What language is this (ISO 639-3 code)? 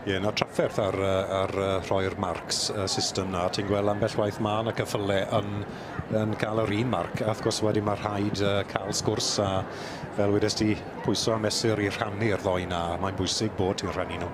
cym